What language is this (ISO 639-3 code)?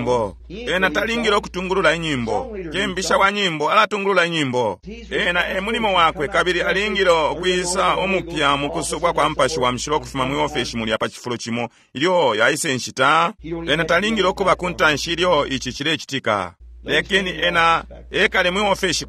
bem